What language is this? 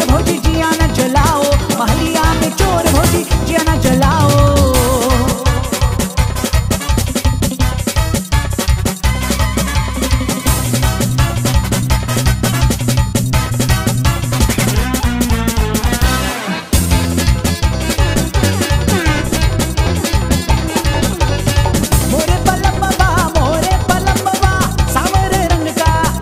Bhojpuri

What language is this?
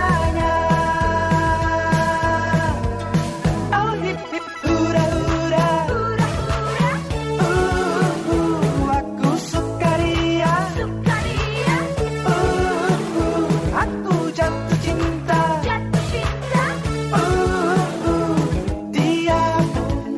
Indonesian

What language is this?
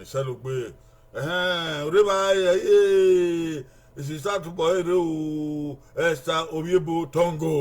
Bini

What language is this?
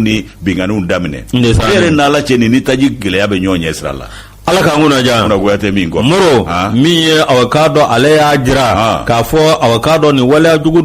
Bambara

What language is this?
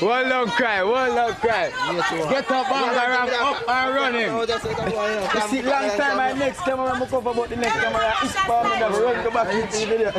Jamaican Creole English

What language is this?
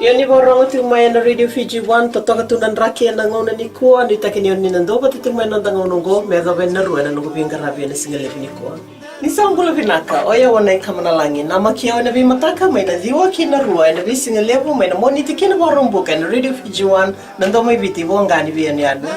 Fijian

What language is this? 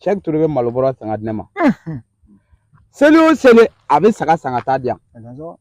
Bambara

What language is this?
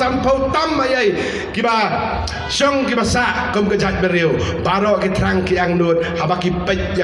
Khasi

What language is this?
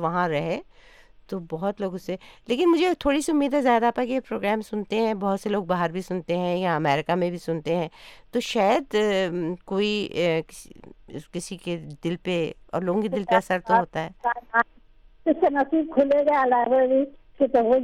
Urdu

